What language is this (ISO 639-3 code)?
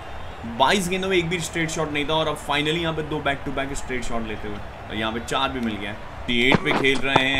hin